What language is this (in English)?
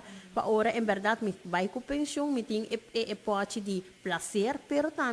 Papiamento